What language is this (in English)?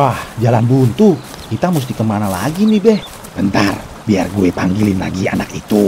Betawi